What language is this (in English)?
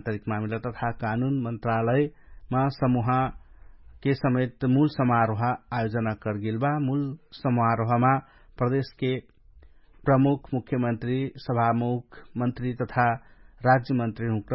Dangaura Tharu